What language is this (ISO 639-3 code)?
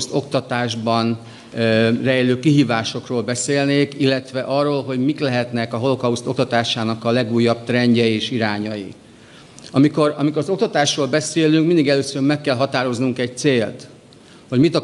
hun